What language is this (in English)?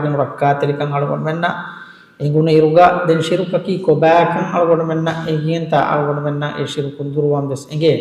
Divehi